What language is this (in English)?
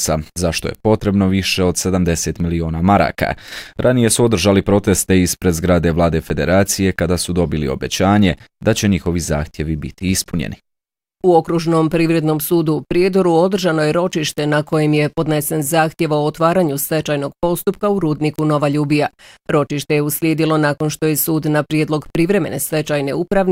Bosnian